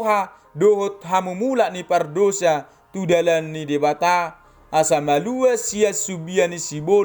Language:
Batak Toba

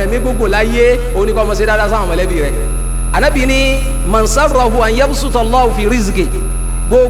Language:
Yoruba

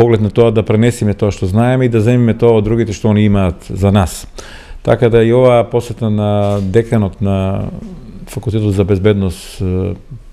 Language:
Macedonian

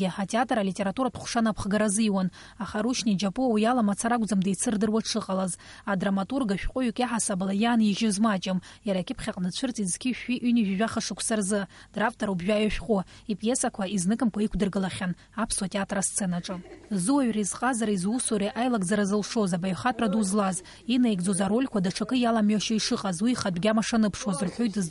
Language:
Abkhazian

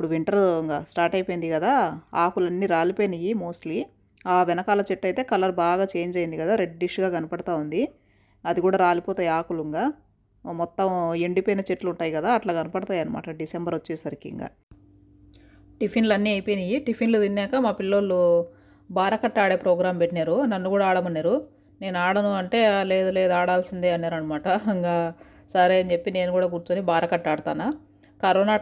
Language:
Telugu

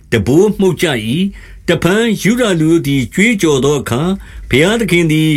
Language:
Burmese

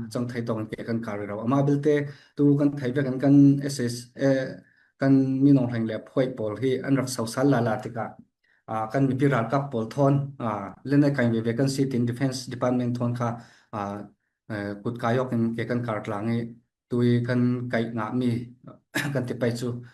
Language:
Falam Chin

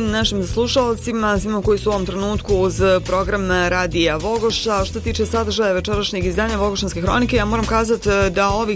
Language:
Bosnian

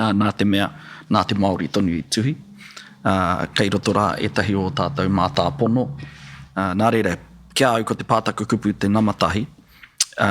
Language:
Māori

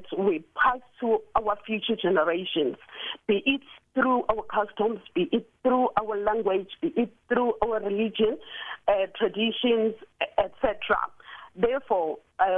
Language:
English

